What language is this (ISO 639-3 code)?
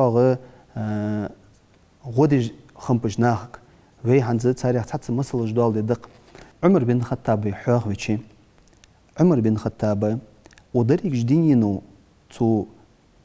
inh